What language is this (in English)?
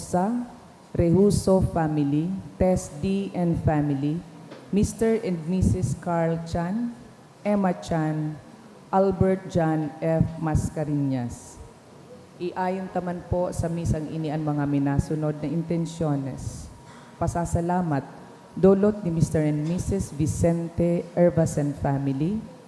Bikol